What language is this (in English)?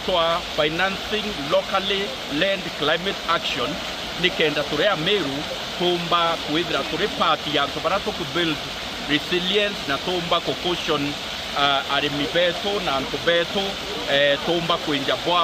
Meru